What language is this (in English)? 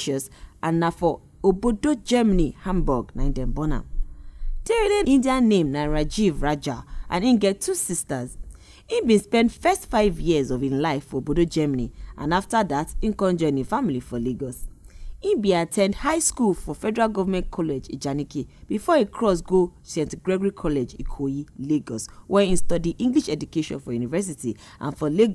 Nigerian Pidgin